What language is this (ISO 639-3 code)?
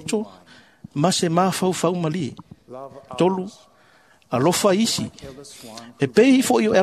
smo